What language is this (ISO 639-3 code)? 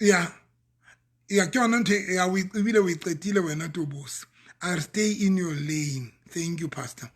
sot